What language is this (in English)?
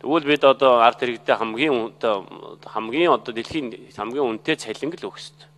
Mongolian